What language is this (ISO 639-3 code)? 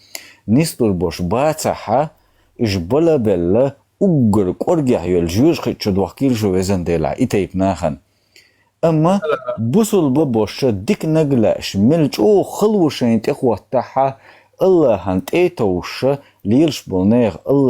che